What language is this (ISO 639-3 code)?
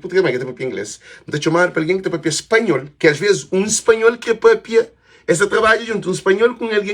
kea